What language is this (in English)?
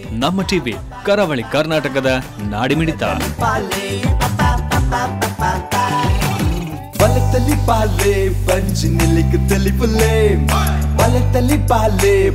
Tulu